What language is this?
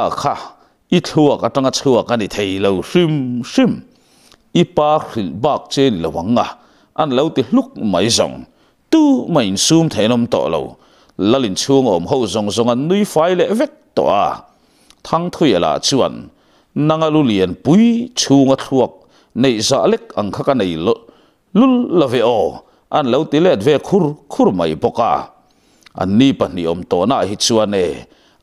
Mizo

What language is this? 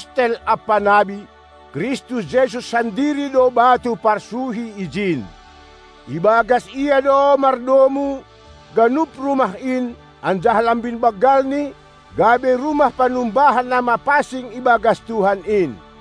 Batak Simalungun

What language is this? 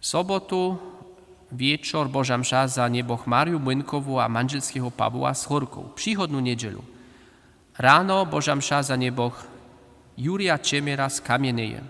Upper Sorbian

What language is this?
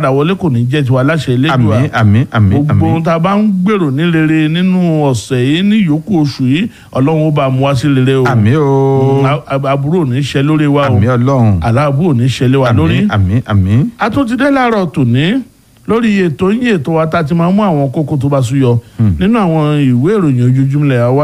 Yoruba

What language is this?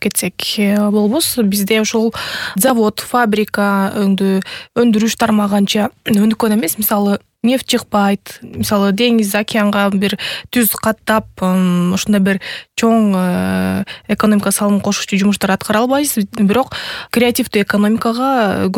Kyrgyz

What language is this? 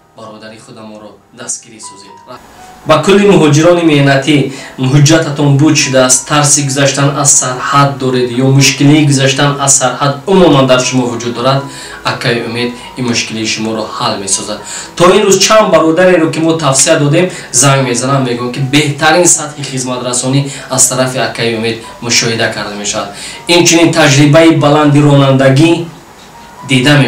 Tajik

